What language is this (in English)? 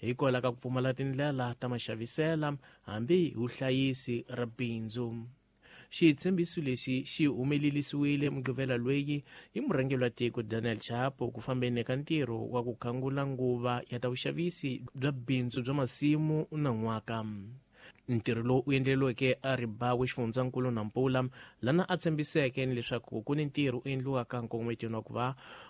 Tsonga